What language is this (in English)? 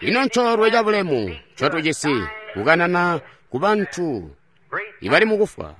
Tonga (Zambia)